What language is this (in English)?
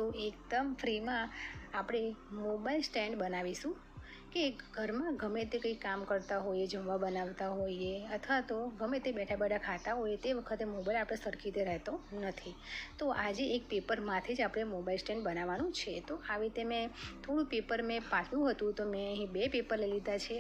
Gujarati